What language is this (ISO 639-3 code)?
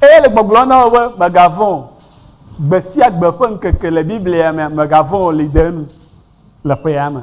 ewe